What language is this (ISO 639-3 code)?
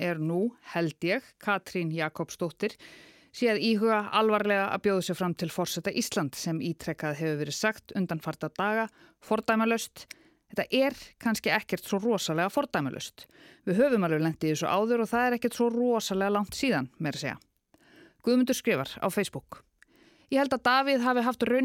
isl